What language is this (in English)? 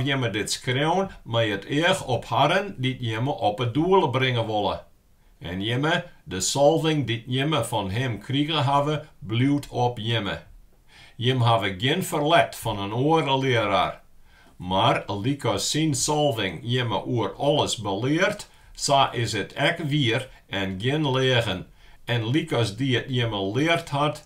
Western Frisian